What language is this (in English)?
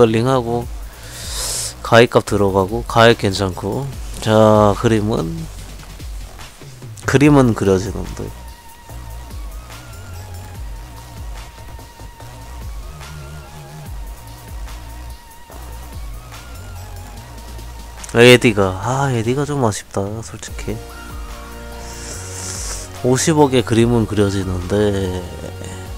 Korean